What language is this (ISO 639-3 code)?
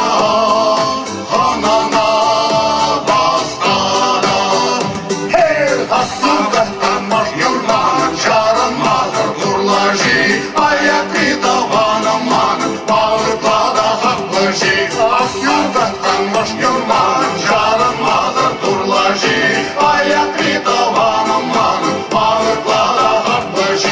chv